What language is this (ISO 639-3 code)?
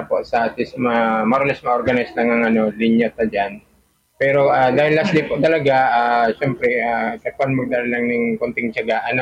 bik